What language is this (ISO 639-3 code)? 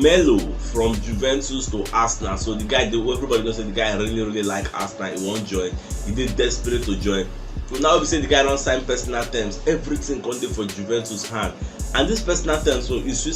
pcm